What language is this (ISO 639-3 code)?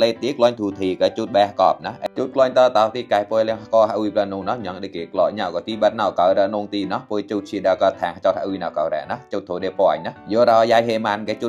mnw